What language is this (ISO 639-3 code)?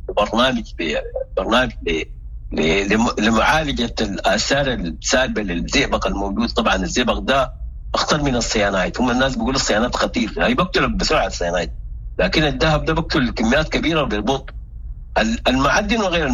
apd